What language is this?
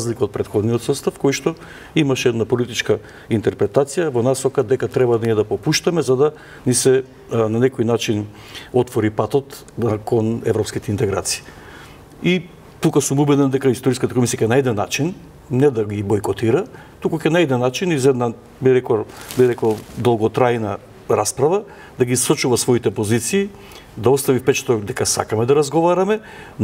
Macedonian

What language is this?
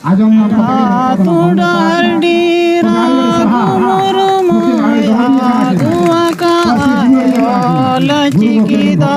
Santali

